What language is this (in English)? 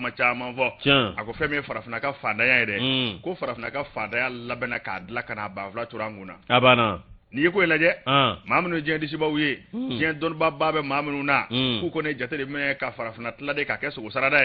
Bambara